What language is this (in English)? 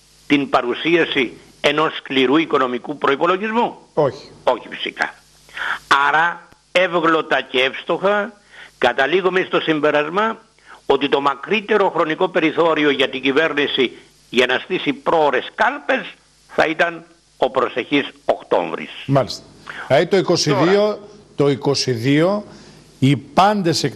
Greek